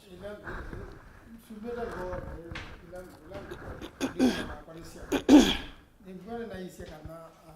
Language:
Kamba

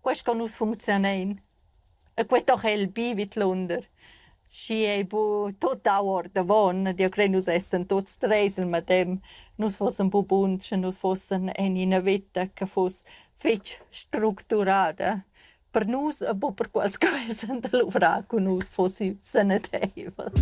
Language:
Romansh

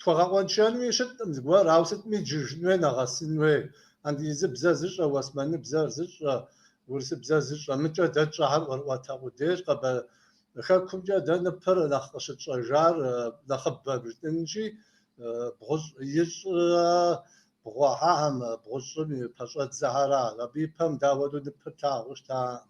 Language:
Kabardian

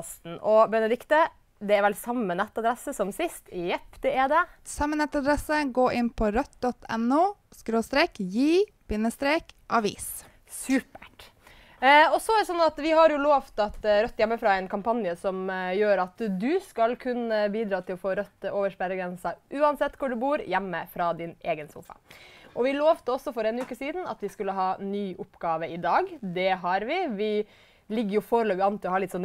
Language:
Norwegian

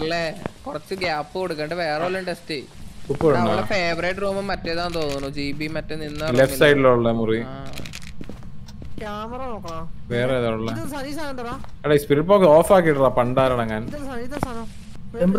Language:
Malayalam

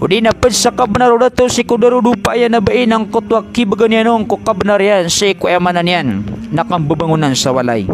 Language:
Maranao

